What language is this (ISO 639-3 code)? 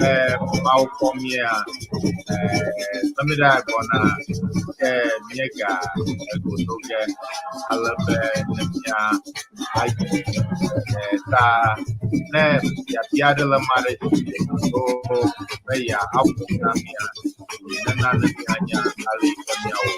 ewe